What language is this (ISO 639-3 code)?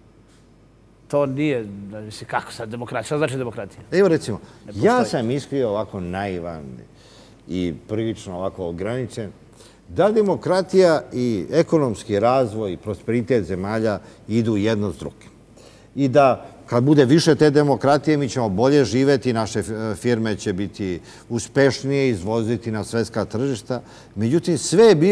srp